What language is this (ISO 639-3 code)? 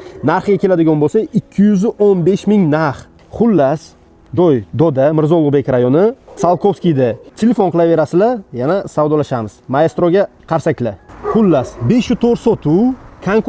uzb